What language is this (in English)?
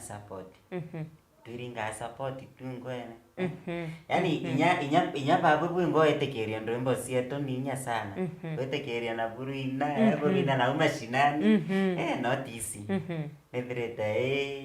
Meru